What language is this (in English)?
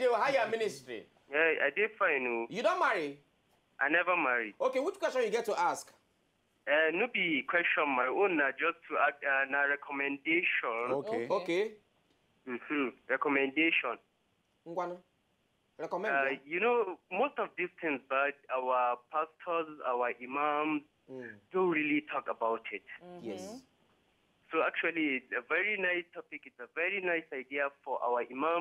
Nigerian Pidgin